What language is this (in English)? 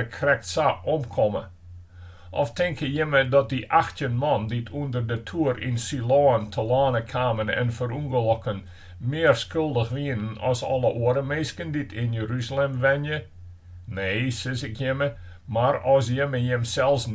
Western Frisian